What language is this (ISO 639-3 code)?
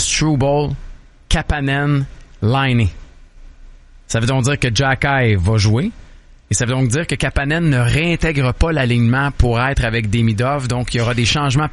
fra